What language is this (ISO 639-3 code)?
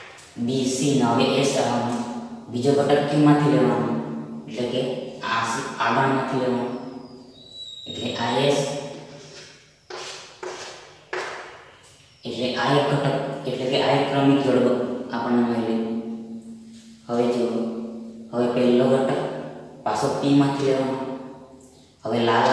guj